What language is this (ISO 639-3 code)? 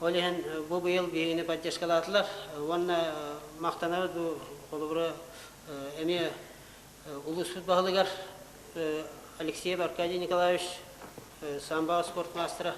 sah